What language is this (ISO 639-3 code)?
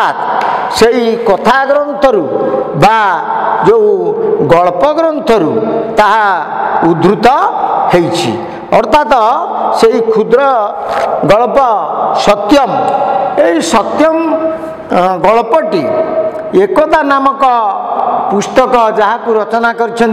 ori